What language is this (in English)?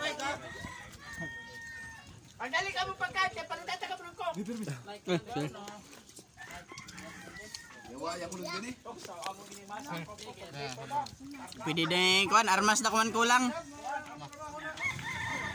Filipino